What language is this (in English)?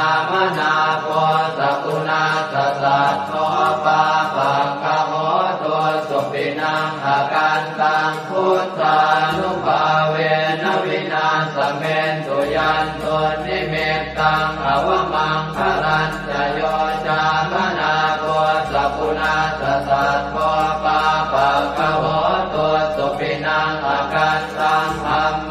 Pali